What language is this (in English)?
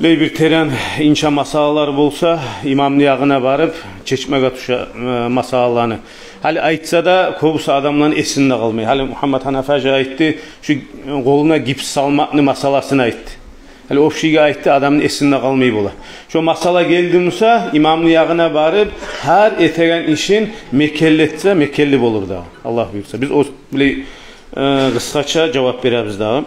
Kumyk